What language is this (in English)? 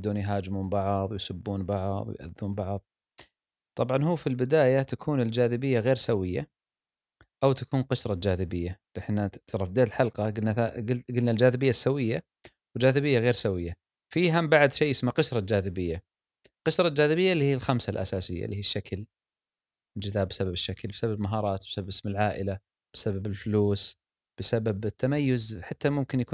Gulf Arabic